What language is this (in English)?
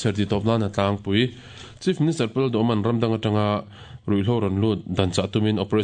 Mizo